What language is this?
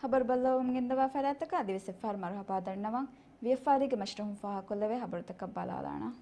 Divehi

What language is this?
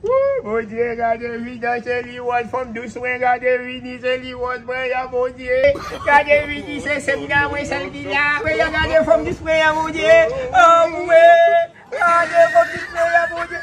Haitian Creole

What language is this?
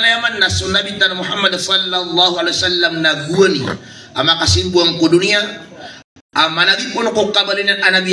Maranao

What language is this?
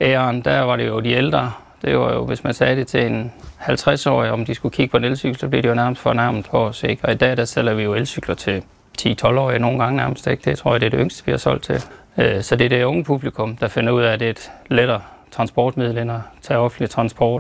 Danish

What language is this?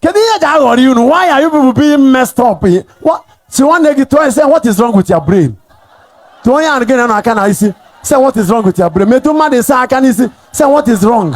Igbo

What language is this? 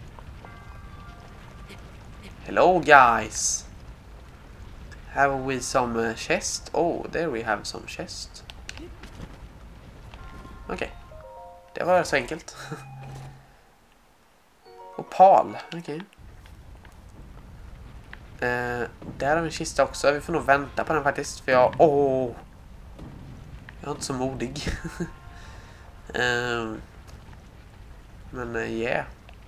Swedish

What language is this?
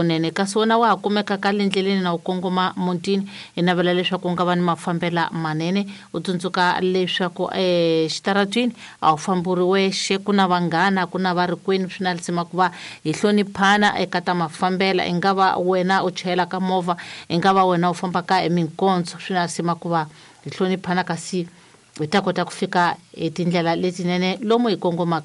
Tsonga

